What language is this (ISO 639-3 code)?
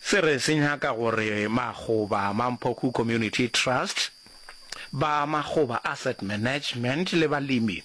nso